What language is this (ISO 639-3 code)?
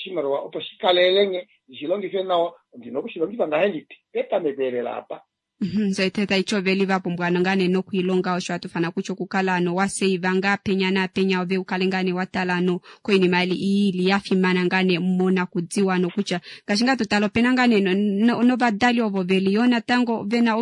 kua